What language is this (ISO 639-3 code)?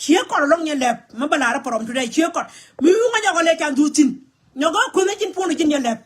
nus